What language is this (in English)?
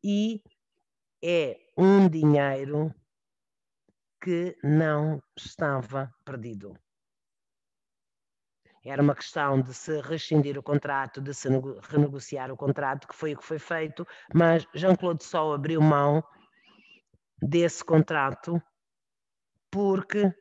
Portuguese